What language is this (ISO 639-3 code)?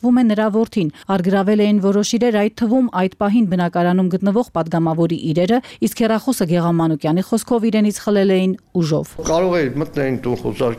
hye